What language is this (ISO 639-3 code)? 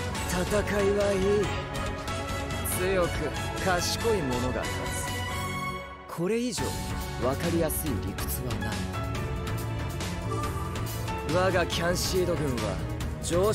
jpn